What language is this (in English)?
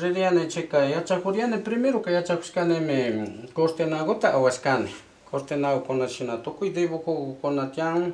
Imbabura Highland Quichua